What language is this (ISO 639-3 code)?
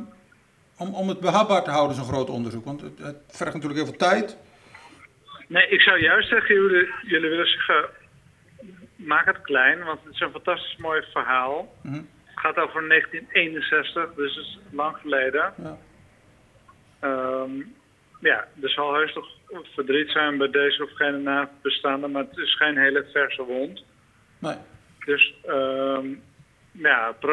nld